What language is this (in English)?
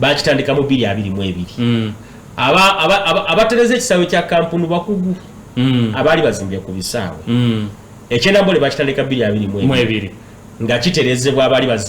Ganda